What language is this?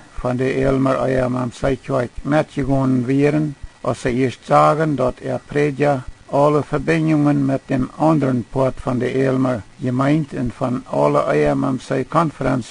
Plautdietsch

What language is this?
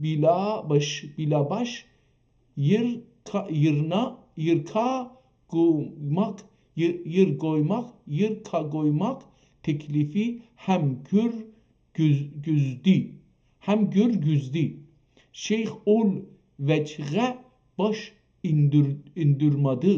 South Azerbaijani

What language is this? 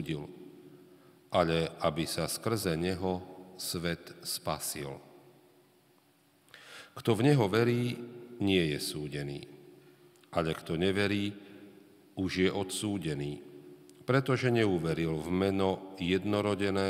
Slovak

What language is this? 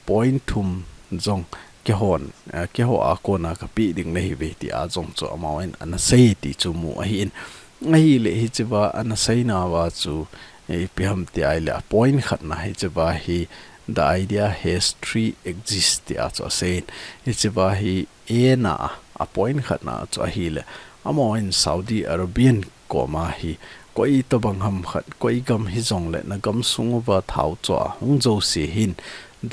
Thado Chin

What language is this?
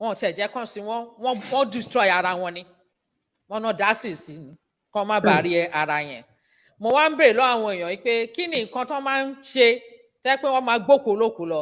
Yoruba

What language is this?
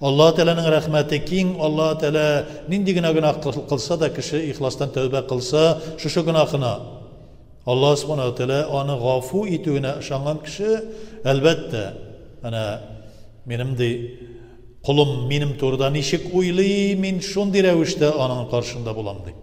Tatar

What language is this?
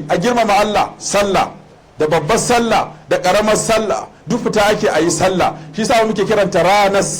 Hausa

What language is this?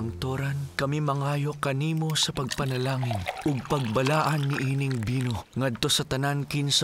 Cebuano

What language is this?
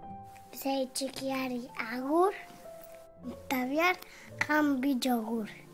Basque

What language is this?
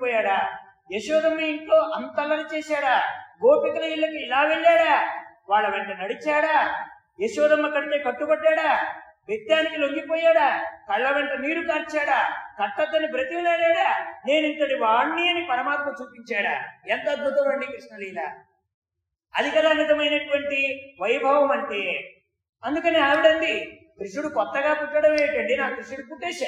Telugu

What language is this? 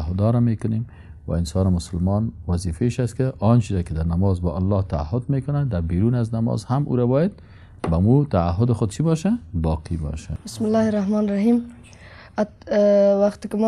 Persian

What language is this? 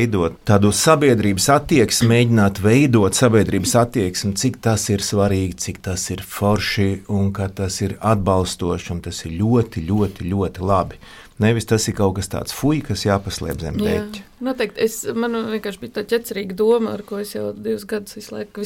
Latvian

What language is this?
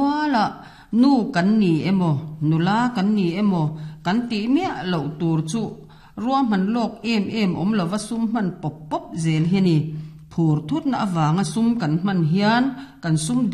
Mizo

